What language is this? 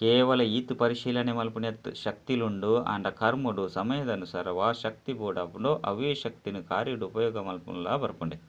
Tulu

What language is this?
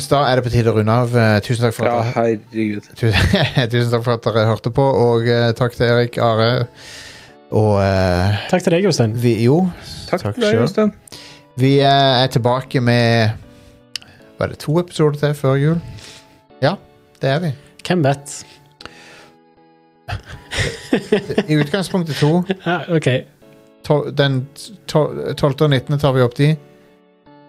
Norwegian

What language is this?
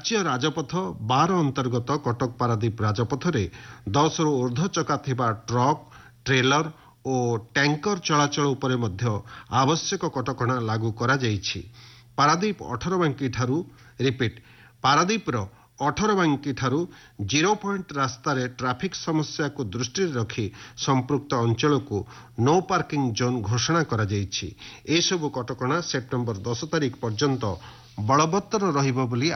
Odia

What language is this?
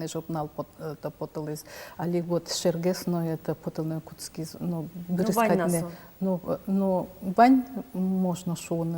Udmurt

